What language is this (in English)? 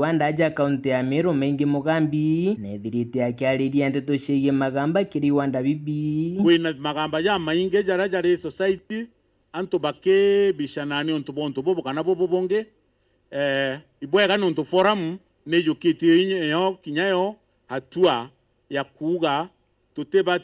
Meru